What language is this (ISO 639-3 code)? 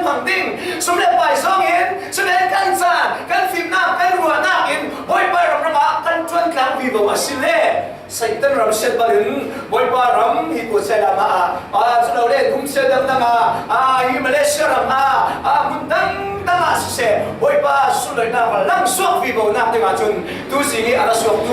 cfm